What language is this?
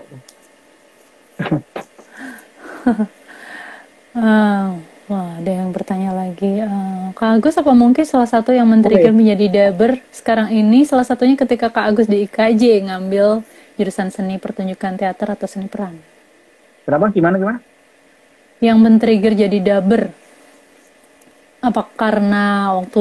Indonesian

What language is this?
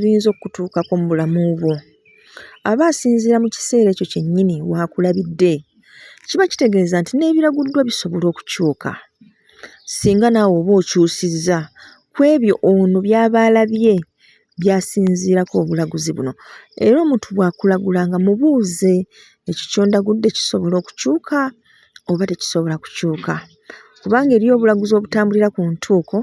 Ganda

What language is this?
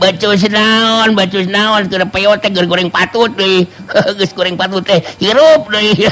Sundanese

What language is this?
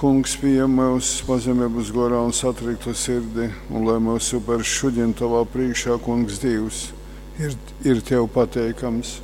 Latgalian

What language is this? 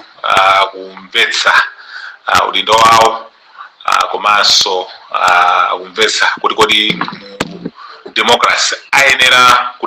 Nyanja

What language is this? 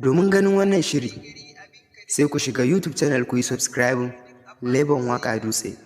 Hausa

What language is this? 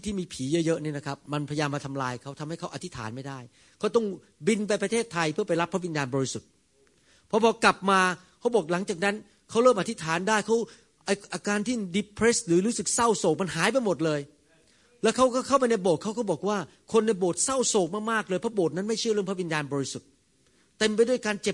Thai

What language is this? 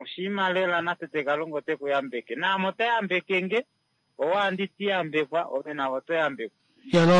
Kuanyama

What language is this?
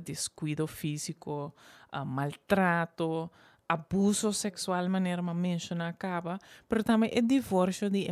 Papiamento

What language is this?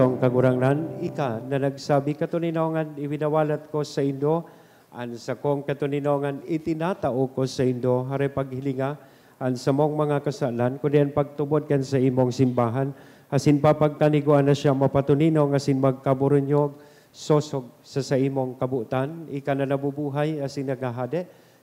Bikol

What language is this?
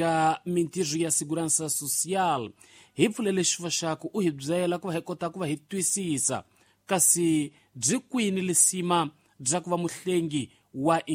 Tsonga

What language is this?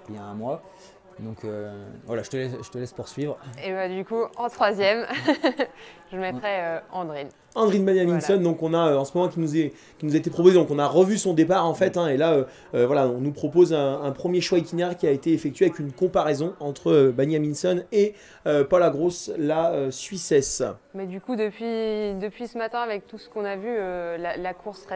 French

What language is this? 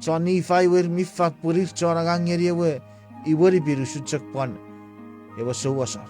Chuukese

